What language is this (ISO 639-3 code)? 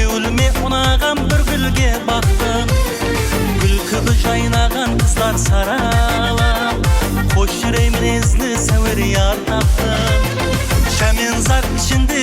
kaa